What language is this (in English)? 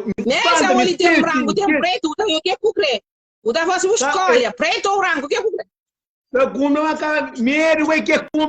Kabuverdianu